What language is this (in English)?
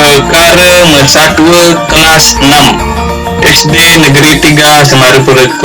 Balinese